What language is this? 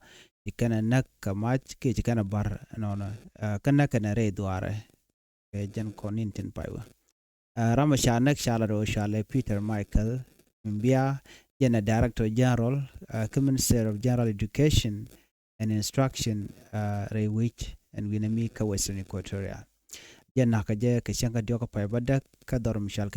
Nuer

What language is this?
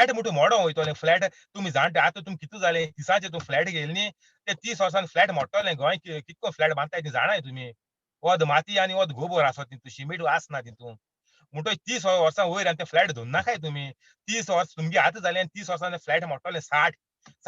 Konkani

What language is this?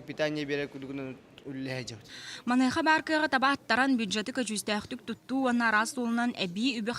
Yakut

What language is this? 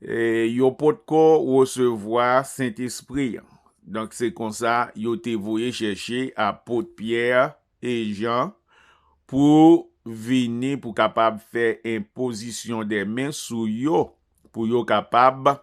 Haitian Creole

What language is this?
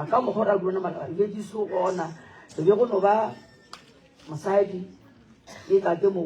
Northern Sotho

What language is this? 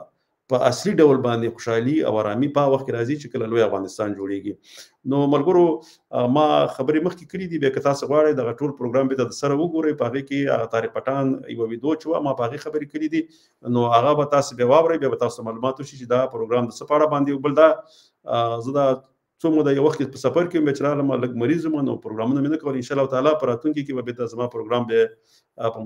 Pashto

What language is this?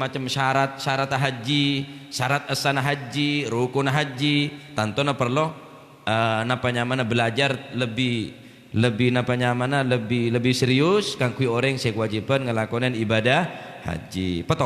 Madurese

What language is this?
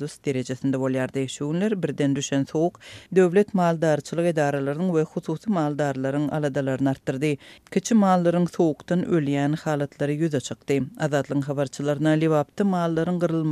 Turkmen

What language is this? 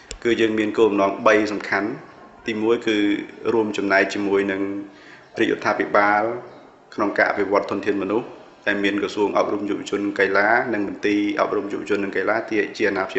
Khmer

